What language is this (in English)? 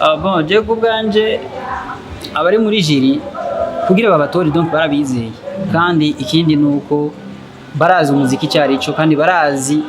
Rundi